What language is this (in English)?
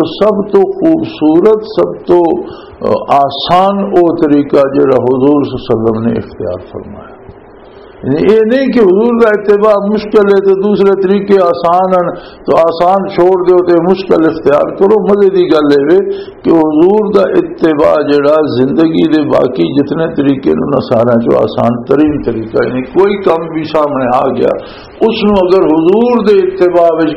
Western Panjabi